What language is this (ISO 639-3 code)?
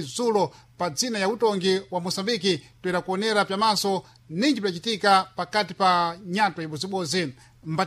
seh